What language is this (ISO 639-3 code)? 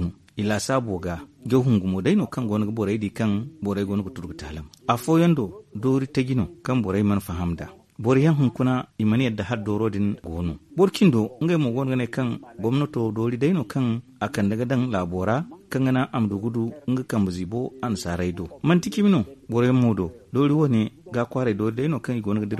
dje